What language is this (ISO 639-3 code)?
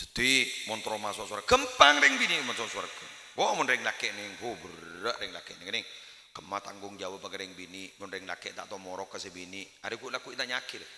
mad